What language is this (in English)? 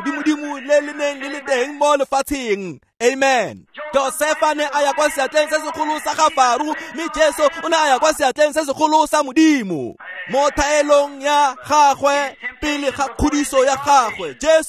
Tswana